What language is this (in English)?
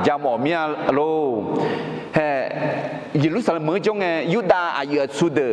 Akha